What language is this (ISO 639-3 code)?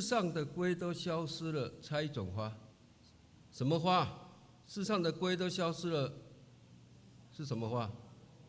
nan